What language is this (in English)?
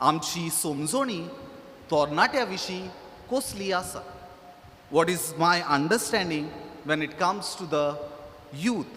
Konkani